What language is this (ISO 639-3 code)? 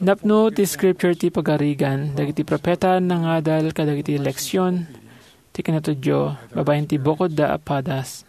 ilo